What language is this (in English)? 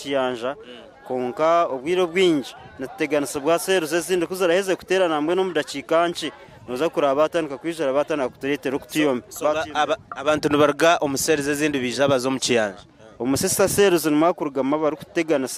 Nyankole